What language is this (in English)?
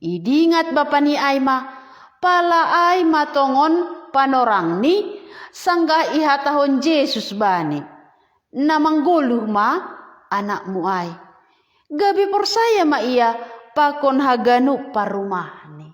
Batak Simalungun